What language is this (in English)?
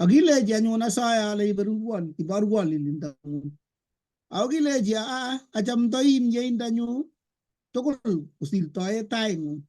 Kalenjin